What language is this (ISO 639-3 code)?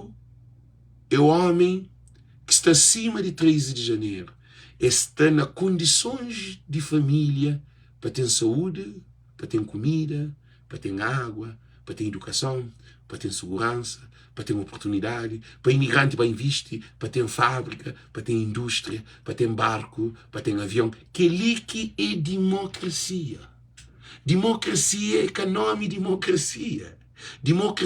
kea